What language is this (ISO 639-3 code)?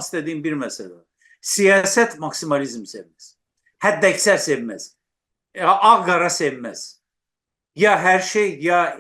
azb